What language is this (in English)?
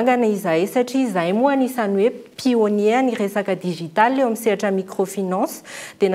Malagasy